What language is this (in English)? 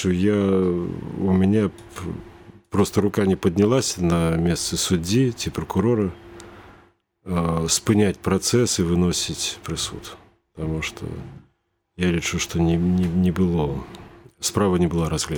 Belarusian